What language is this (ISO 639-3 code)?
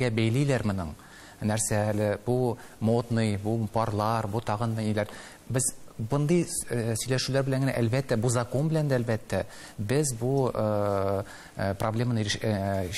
tat